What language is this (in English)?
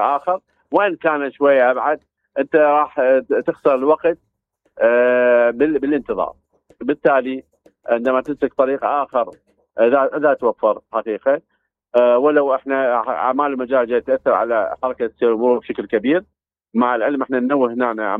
Mesopotamian Arabic